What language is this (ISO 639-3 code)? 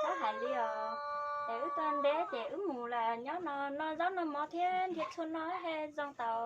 hmn